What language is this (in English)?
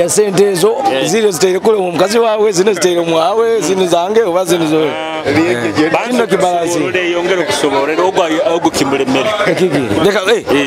Nyoro